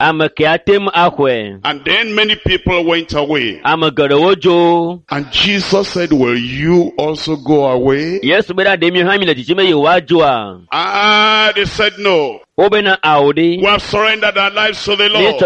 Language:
Ewe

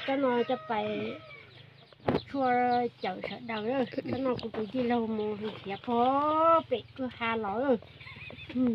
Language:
Hmong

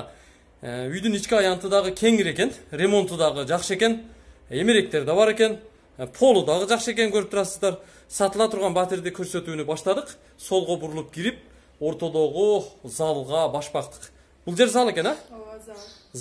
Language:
Kyrgyz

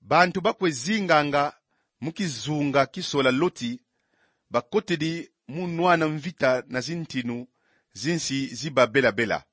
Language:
Kongo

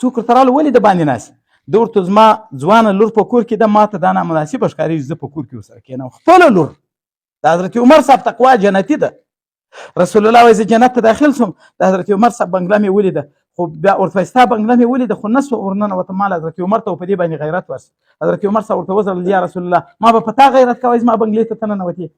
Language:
Pashto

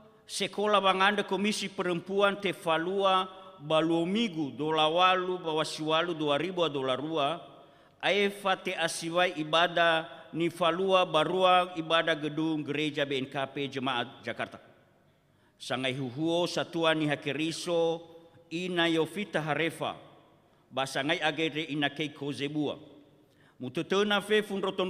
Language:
Nias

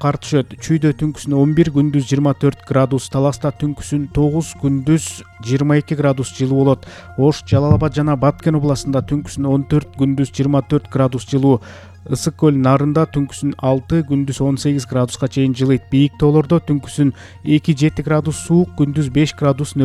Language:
Kyrgyz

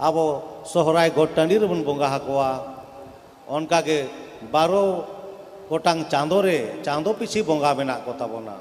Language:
Santali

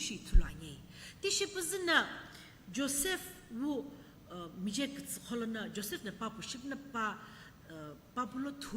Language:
Sumi Naga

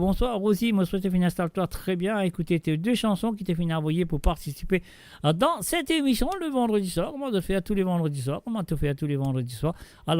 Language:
Morisyen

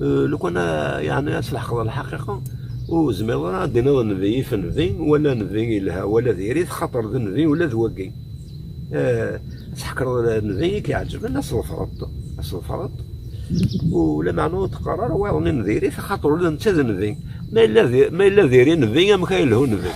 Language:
Kabyle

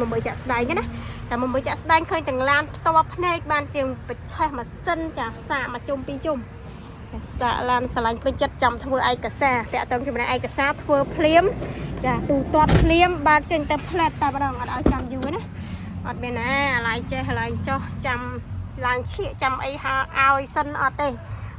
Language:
Khmer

